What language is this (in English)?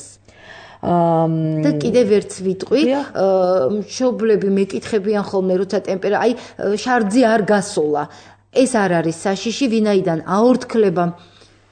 Georgian